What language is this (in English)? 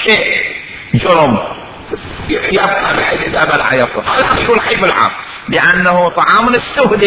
Mesopotamian Arabic